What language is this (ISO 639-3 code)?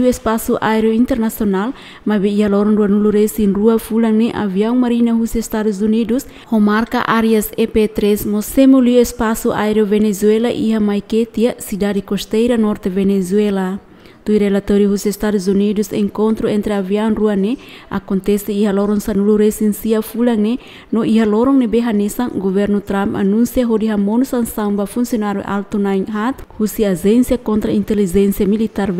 tet